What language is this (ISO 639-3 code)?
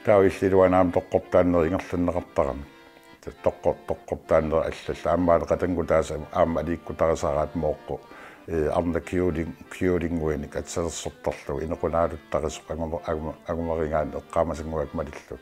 kal